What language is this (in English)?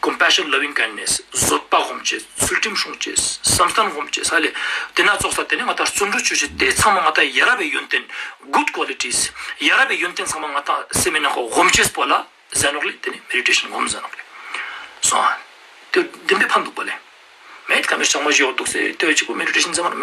Ladakhi